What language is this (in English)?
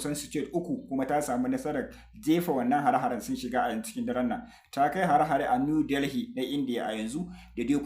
Hausa